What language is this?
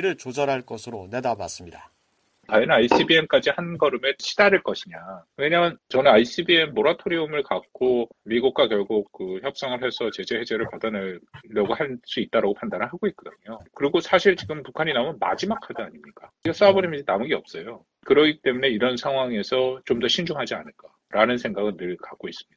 Korean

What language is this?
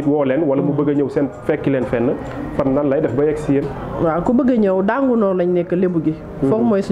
Wolof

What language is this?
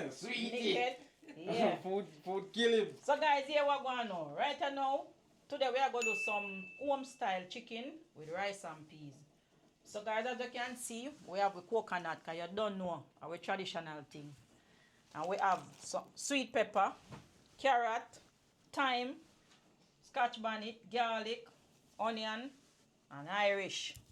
Jamaican Creole English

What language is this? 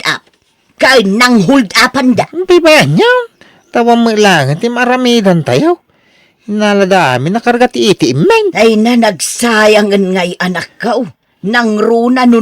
Iloko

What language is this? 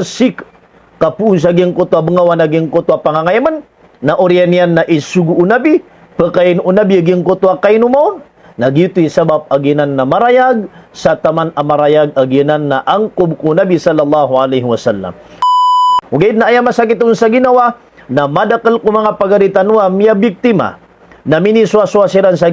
Maranao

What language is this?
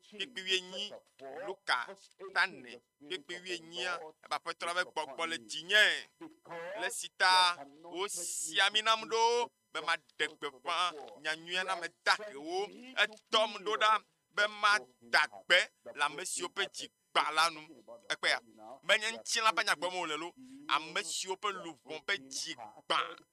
Ewe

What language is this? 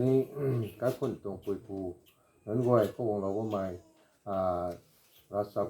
Rongmei Naga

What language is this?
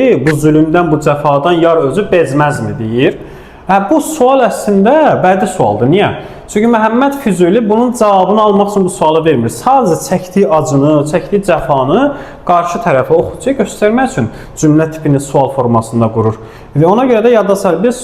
Azerbaijani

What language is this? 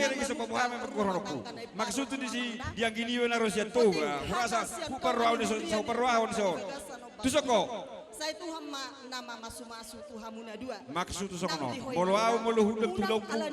Batak Toba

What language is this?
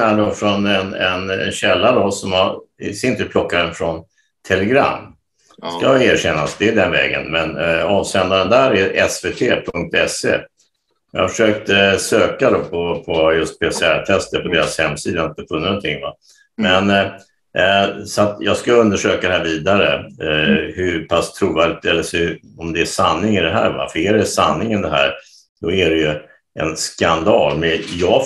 Swedish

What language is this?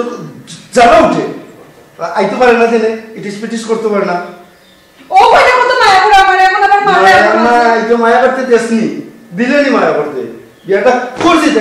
Sylheti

